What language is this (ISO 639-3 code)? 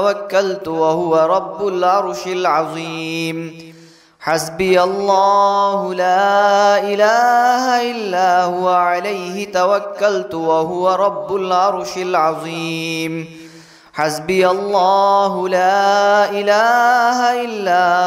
ara